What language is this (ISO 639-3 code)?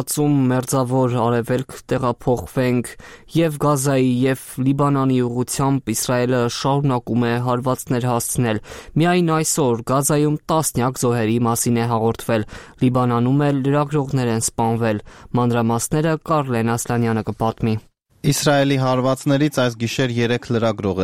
hye